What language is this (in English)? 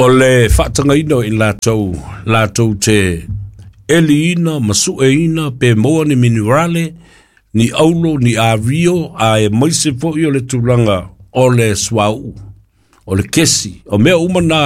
Samoan